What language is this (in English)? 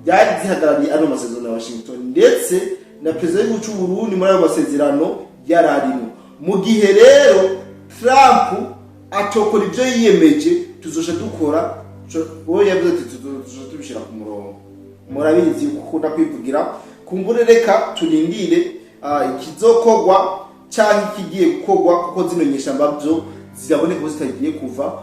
Rundi